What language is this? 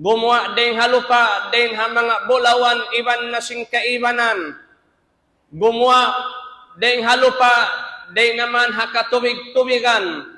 Tausug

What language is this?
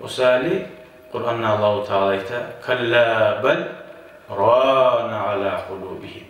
Kumyk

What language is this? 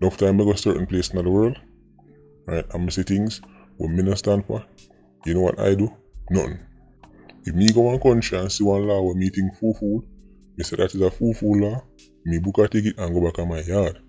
Jamaican Creole English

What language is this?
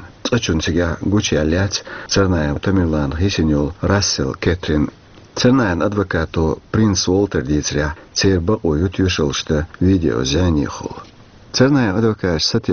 Chechen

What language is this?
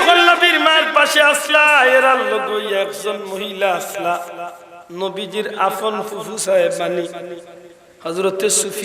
Sylheti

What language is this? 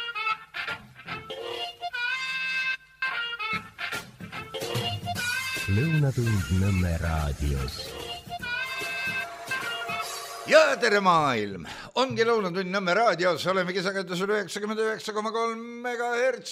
Estonian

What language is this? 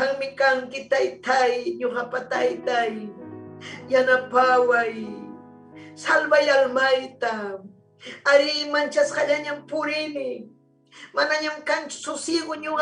Ayacucho Quechua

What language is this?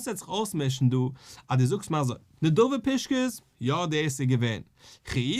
Yiddish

